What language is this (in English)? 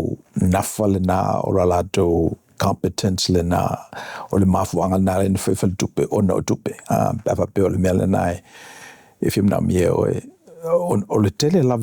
Samoan